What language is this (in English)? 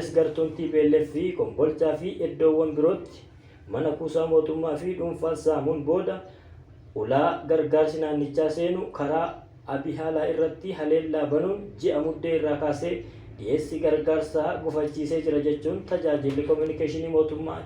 Oromo